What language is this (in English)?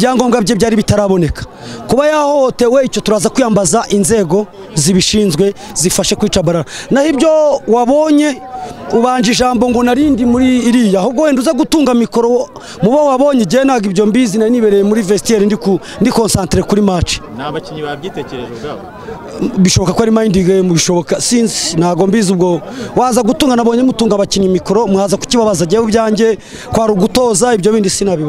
Kinyarwanda